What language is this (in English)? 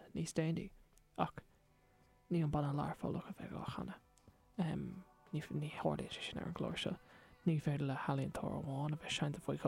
Irish